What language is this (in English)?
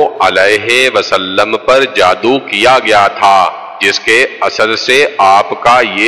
Urdu